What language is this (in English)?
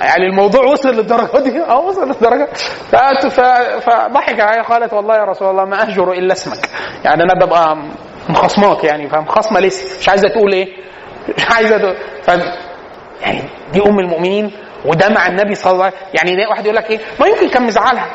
Egyptian Arabic